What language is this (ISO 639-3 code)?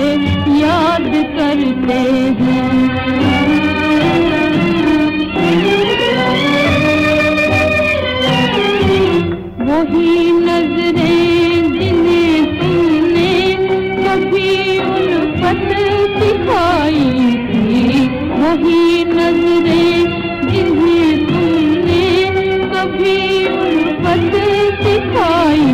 hin